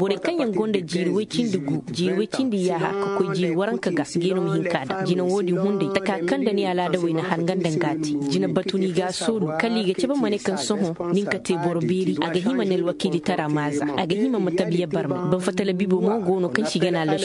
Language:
Koyraboro Senni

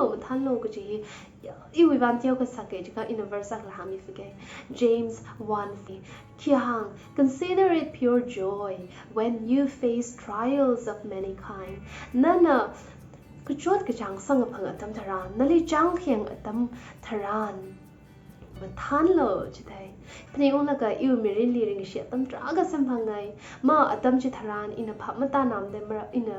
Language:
Tangkhul Naga (India)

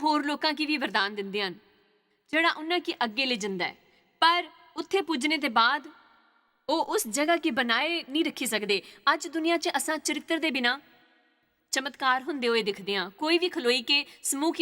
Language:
Dogri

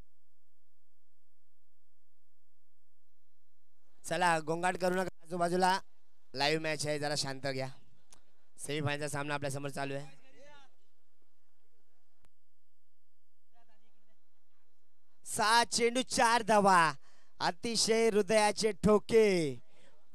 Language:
Marathi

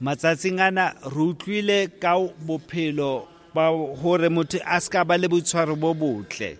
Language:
Southern Sotho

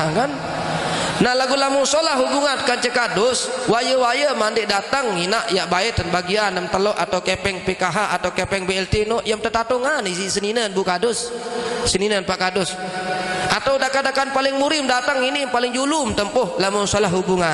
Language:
Sasak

